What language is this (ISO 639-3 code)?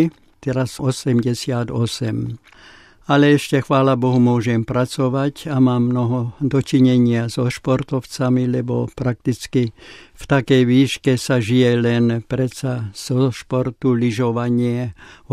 slk